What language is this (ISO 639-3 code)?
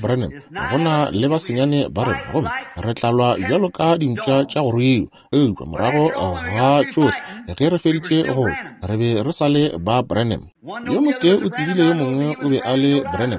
nso